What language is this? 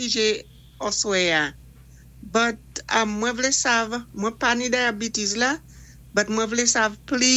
Saint Lucian Creole French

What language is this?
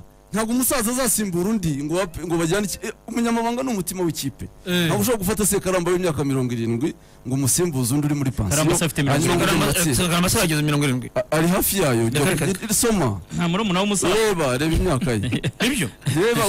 Kinyarwanda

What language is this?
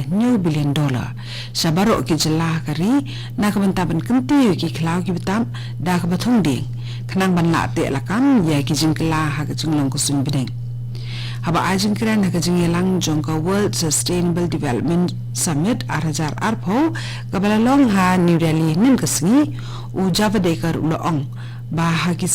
Khasi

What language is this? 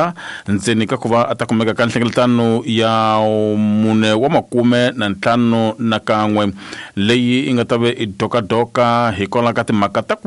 Tsonga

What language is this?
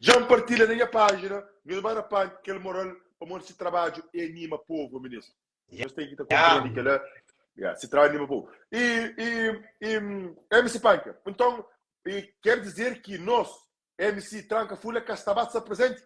Kabuverdianu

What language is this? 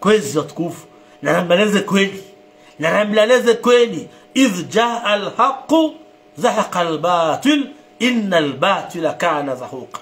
Ngazidja Comorian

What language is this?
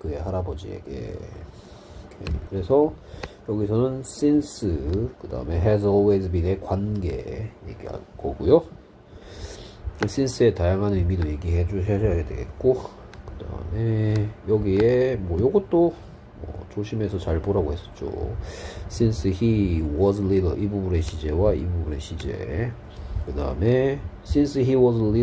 Korean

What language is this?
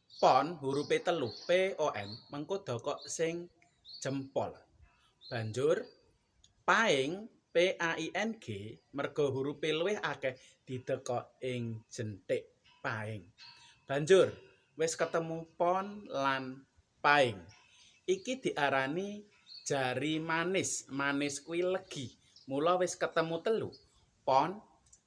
Javanese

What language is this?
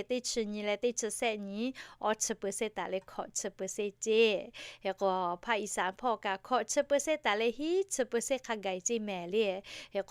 Lahu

